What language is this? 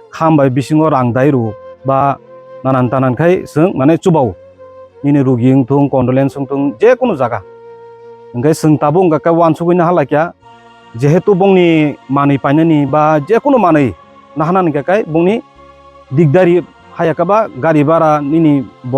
Kok Borok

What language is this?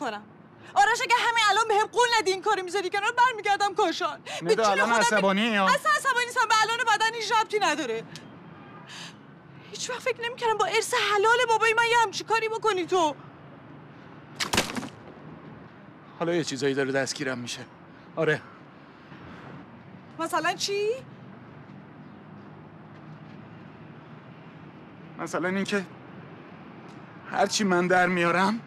Persian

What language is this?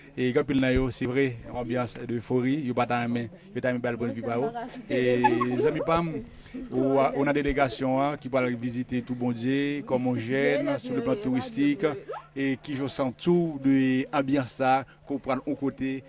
Haitian Creole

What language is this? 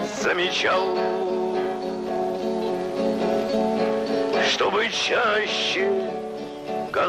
Russian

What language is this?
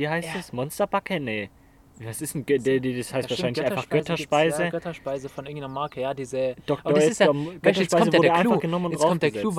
German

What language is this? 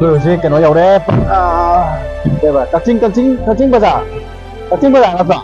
Manipuri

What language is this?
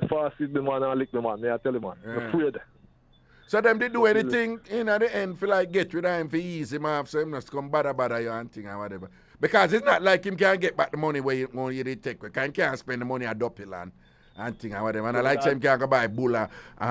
Jamaican Creole English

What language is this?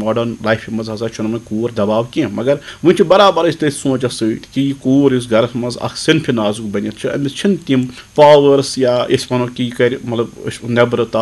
Kashmiri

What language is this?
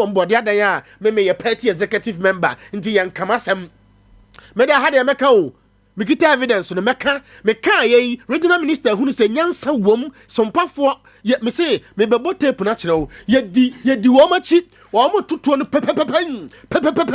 Akan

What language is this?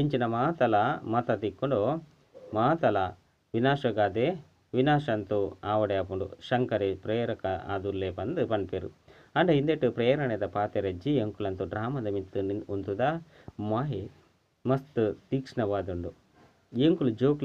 Tulu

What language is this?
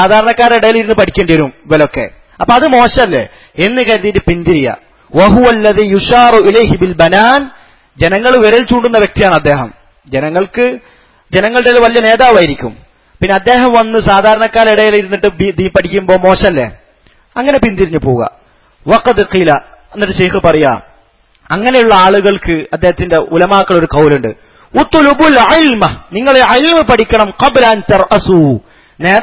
Malayalam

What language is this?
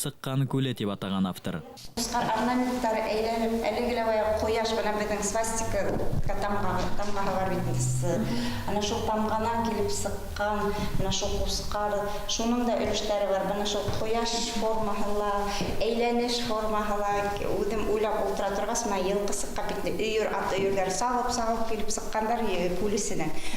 Bashkir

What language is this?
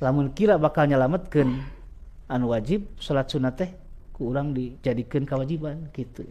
Sundanese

